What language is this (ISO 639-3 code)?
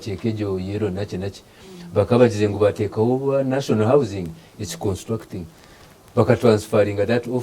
nyn